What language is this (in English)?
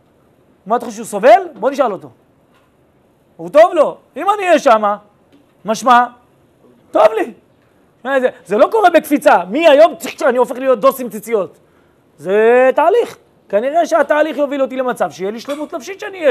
Hebrew